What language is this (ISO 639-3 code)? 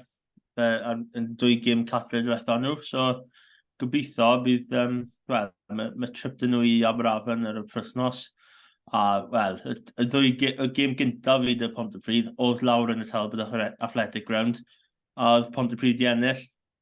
cym